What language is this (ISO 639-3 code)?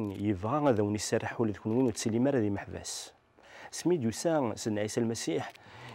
kab